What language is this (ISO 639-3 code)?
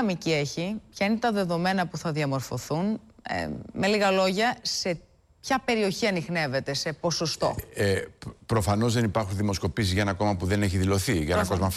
ell